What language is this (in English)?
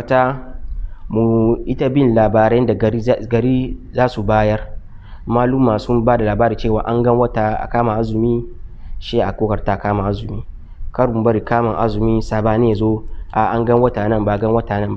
Hausa